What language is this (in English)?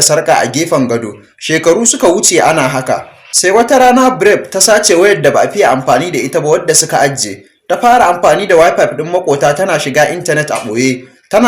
Hausa